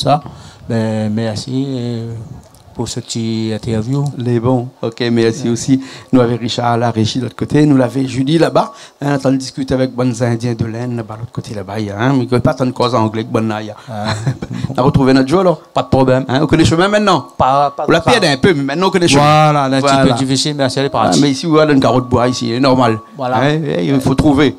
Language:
Réunion Creole French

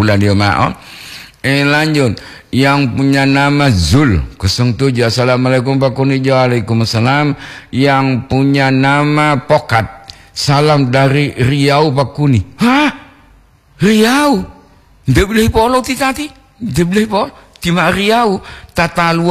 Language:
Gorontalo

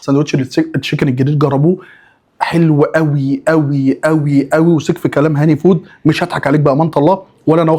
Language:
Egyptian Arabic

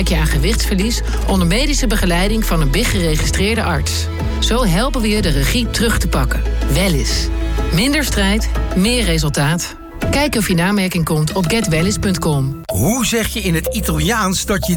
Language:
Dutch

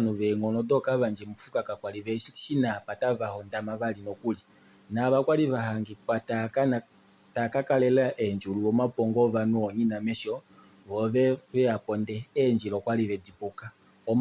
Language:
Kuanyama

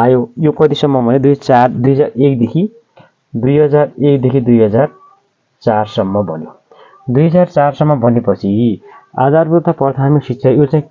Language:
Nepali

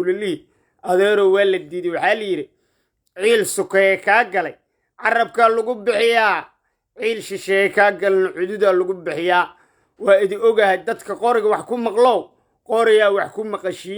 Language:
Somali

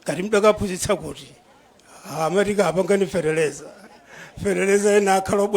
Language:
Nyanja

